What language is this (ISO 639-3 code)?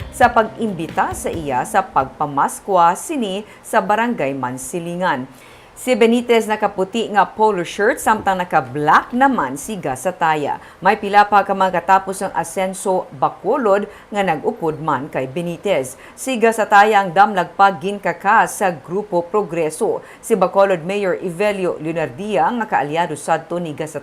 hil